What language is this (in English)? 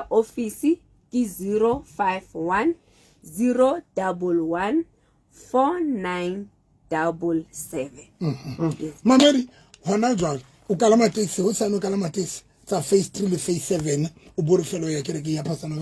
Southern Sotho